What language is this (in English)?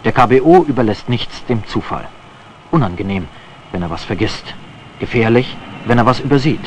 German